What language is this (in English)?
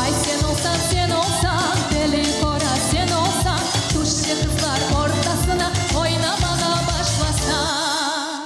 Crimean Tatar